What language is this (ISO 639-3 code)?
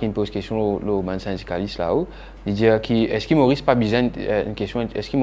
mfe